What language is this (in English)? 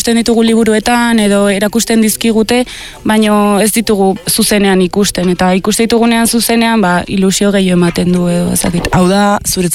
Basque